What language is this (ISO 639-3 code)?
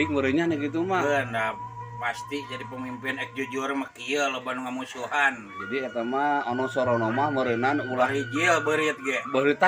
sun